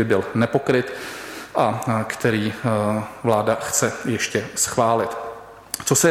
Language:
Czech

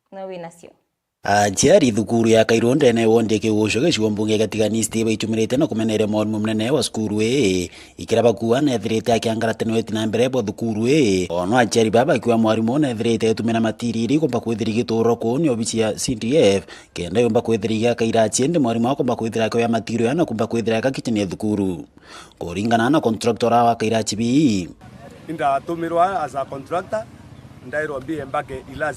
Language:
Meru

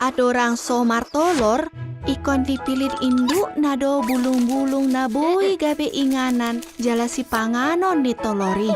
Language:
Batak Toba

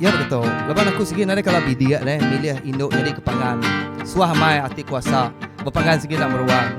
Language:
Iban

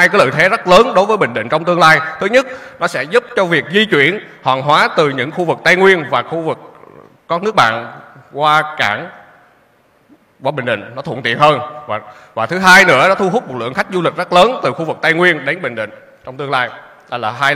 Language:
Vietnamese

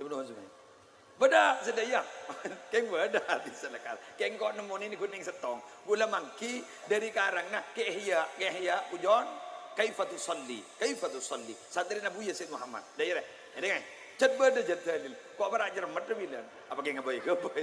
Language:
Madurese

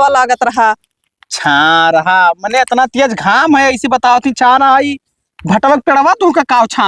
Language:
Awadhi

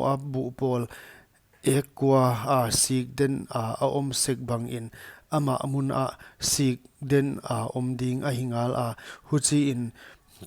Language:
Paite Chin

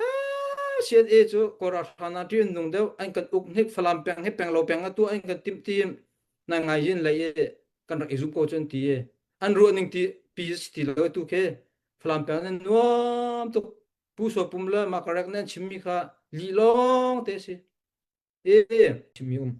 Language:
Hakha Chin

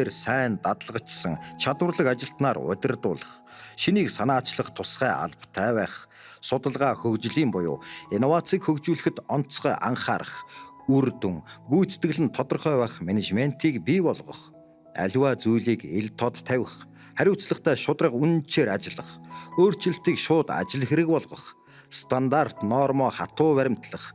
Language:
Mongolian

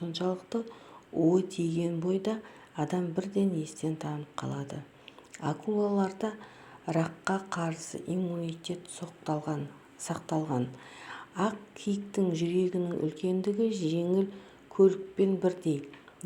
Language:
Kazakh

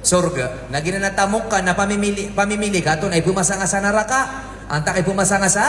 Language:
Maranao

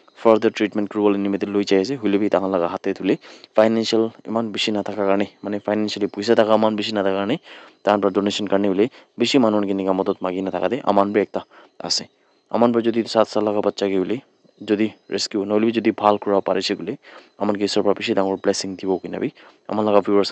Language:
Naga Pidgin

